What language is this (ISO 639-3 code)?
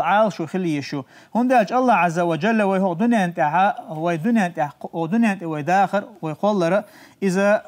che